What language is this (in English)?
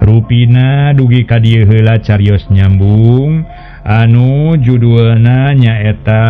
Sundanese